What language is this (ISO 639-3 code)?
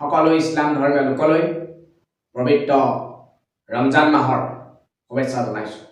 asm